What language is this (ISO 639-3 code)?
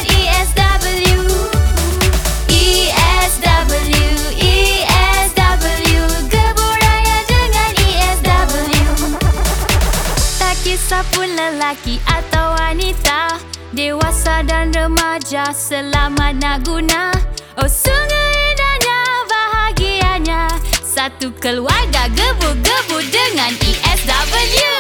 msa